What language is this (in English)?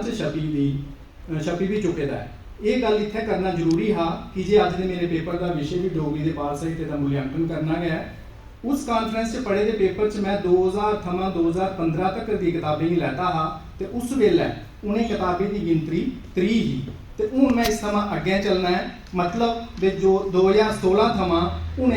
Dogri